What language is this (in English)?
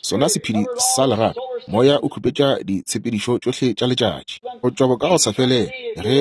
Northern Sotho